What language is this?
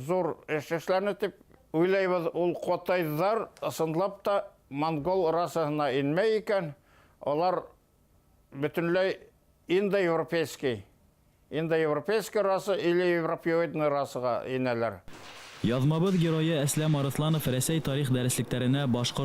Bashkir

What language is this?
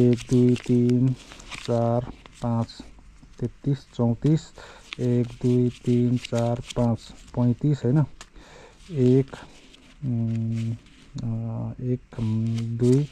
Nepali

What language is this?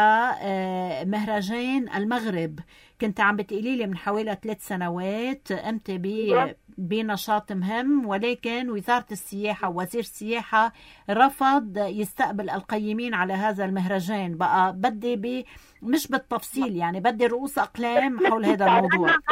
North Levantine Arabic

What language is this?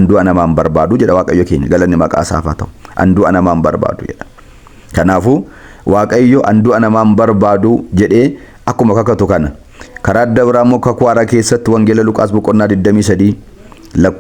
Oromo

